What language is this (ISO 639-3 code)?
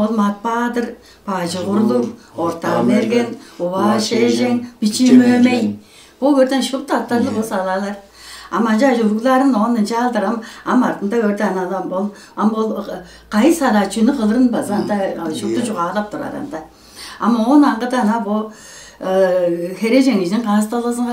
tyv